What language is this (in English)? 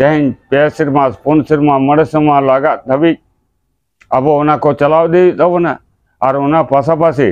Santali